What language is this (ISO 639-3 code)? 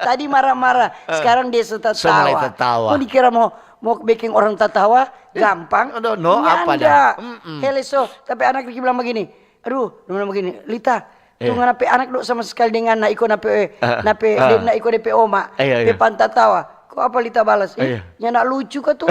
xmm